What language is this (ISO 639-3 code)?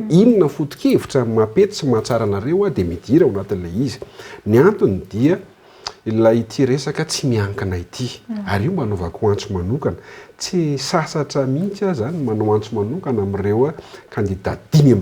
mlg